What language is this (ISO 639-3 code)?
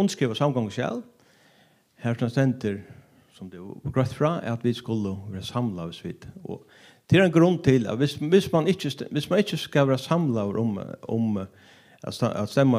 fao